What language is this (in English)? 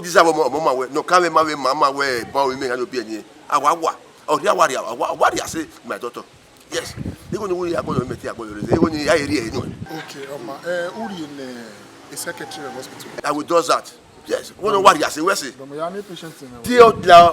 Bini